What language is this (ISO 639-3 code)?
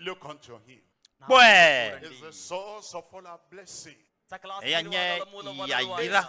ewe